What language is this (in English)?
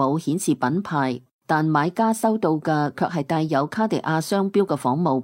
Cantonese